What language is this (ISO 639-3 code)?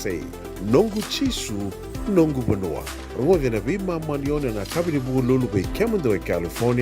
fij